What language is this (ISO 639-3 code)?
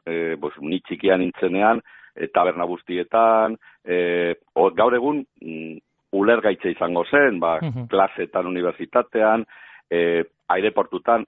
eus